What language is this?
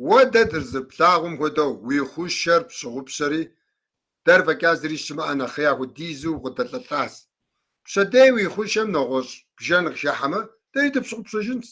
Kabardian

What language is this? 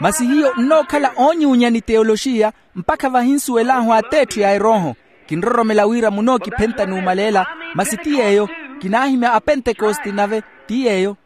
Makhuwa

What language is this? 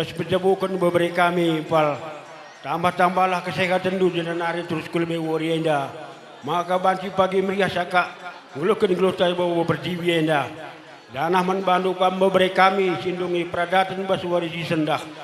Batak Karo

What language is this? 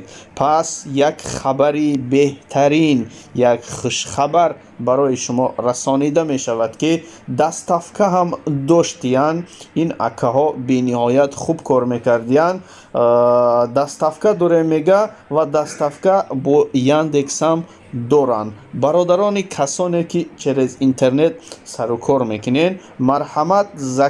Tajik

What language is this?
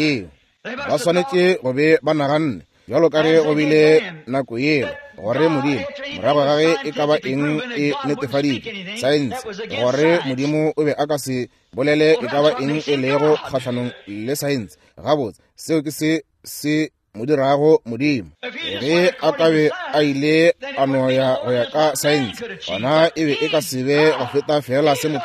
Northern Sotho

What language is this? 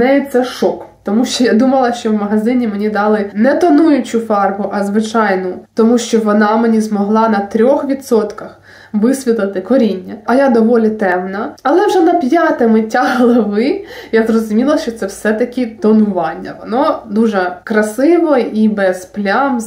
Ukrainian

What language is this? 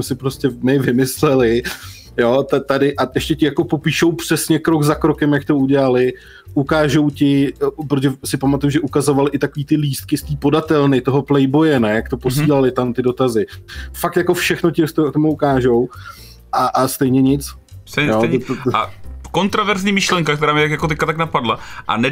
Czech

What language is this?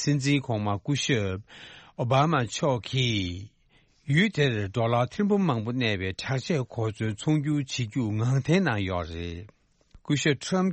Tibetan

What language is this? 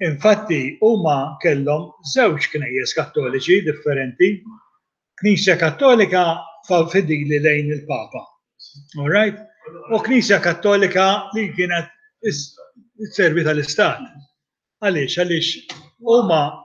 Maltese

